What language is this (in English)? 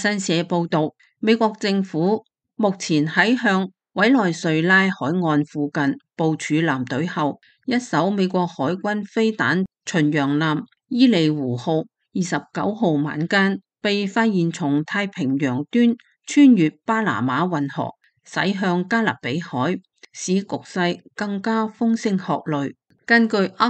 Cantonese